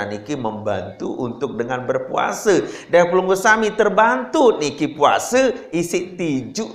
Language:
Sasak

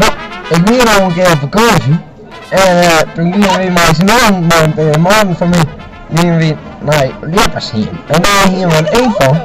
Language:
Western Frisian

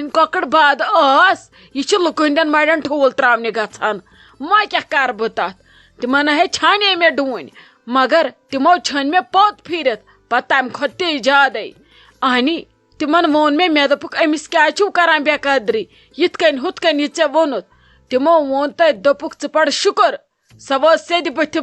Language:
Kashmiri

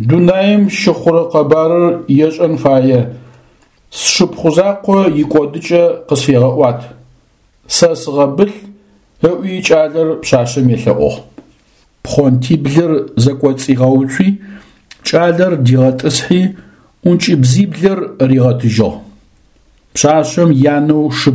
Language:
Adyghe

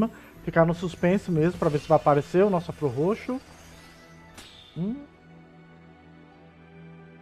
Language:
Portuguese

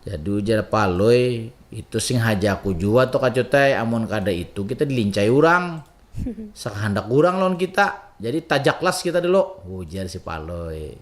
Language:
Banjar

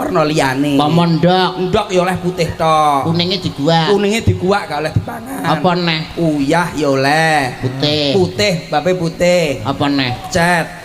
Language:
Javanese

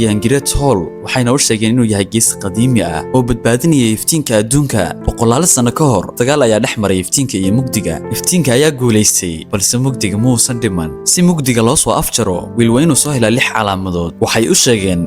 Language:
Somali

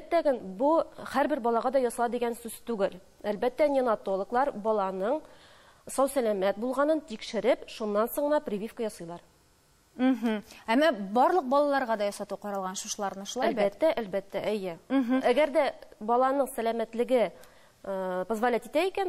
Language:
Tatar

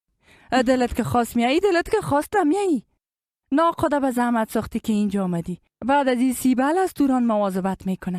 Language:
Persian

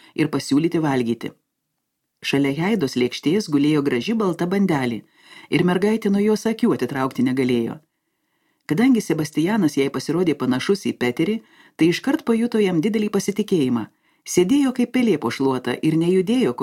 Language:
Lithuanian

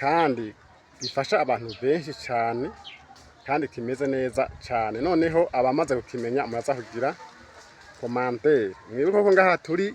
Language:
Rundi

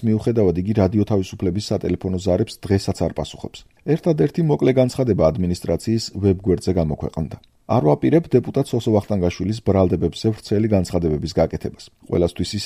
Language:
Georgian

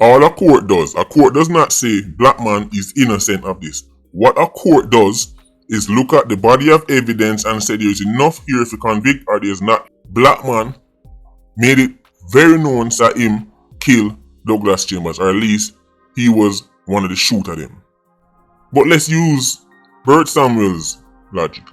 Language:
Jamaican Creole English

